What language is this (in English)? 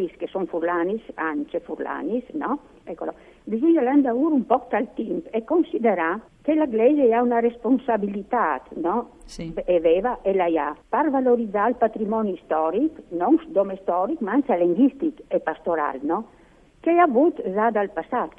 Friulian